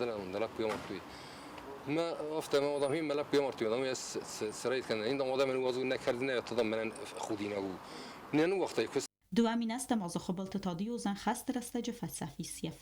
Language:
Ossetic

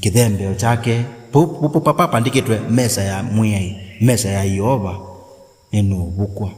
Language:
Kamba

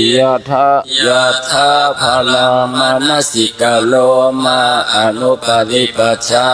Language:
Pali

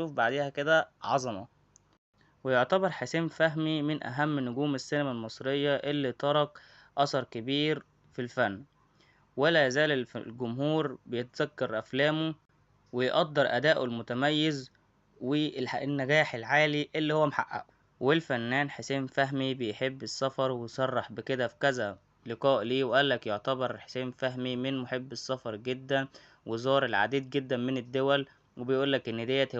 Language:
Egyptian Arabic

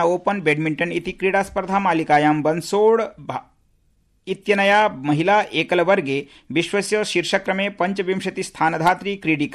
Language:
Sanskrit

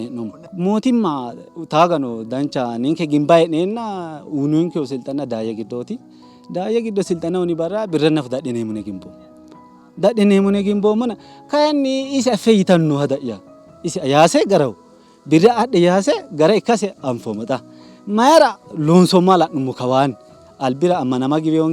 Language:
Sidamo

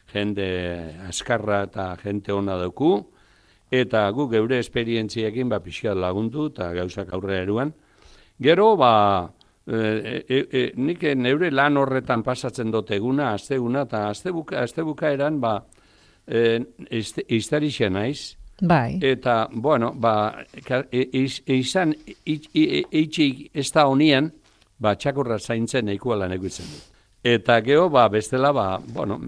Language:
Basque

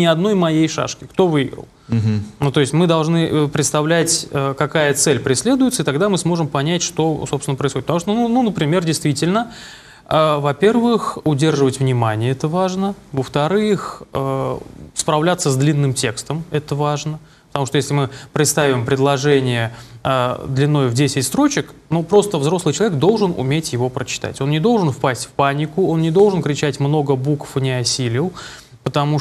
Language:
Russian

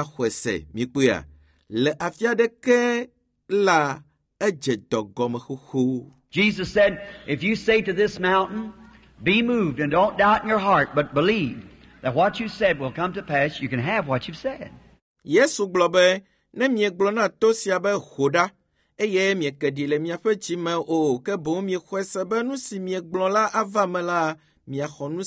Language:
Ewe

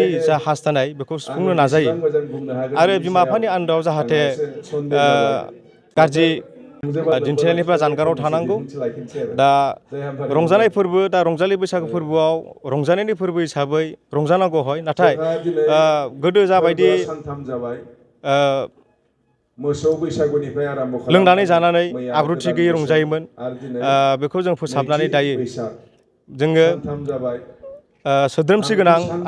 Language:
Bodo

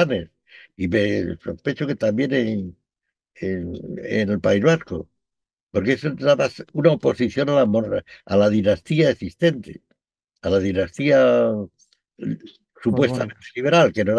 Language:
Spanish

